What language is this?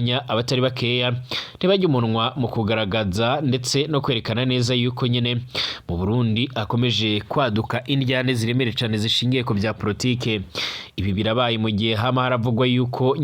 Rundi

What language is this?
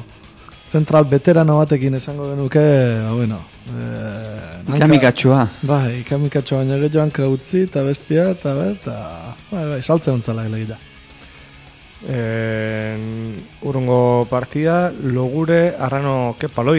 Basque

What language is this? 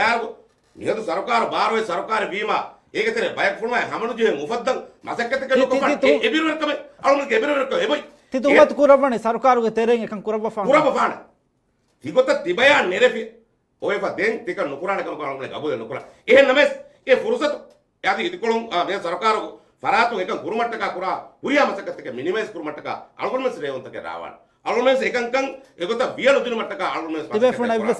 Divehi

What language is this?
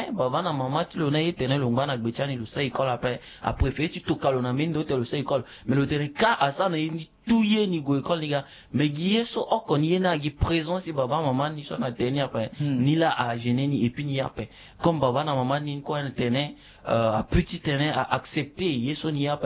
Sango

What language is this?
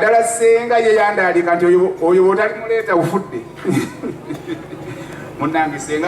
Ganda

